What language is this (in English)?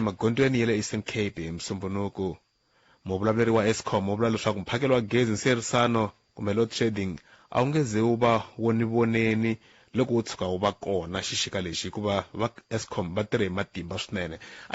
Tsonga